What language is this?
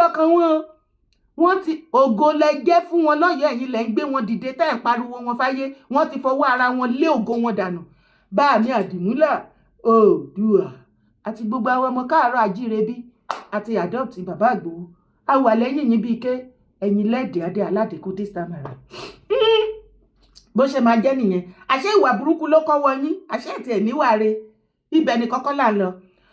Yoruba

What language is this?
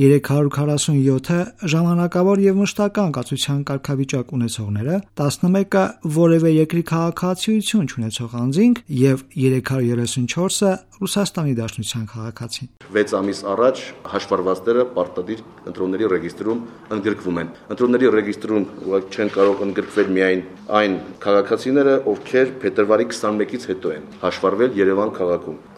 Armenian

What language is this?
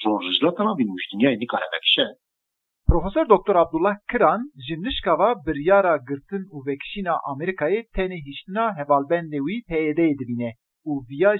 Kurdish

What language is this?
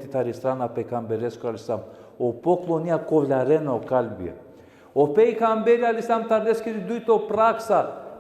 Balkan Romani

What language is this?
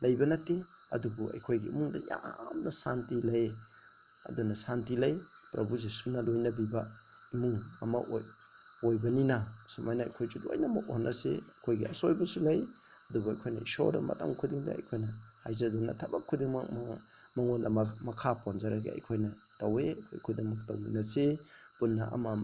Manipuri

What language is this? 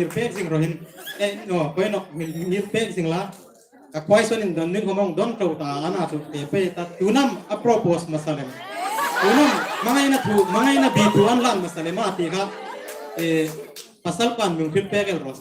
Hmar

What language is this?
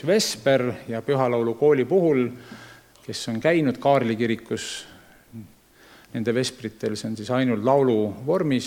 Estonian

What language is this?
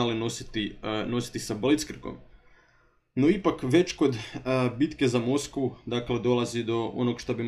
Croatian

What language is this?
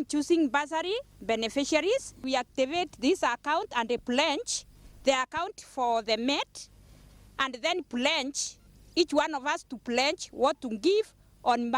Meru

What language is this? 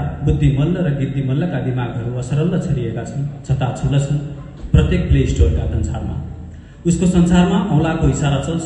Nepali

